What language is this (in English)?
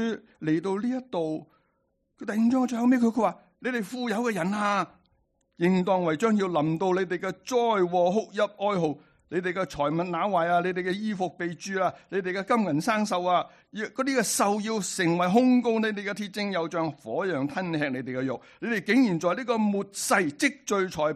Cantonese